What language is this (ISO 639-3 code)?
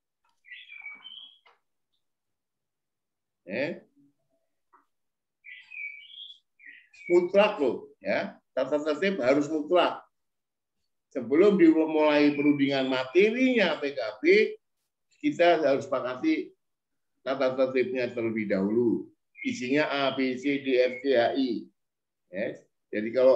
ind